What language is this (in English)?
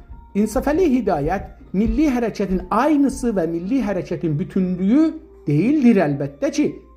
South Azerbaijani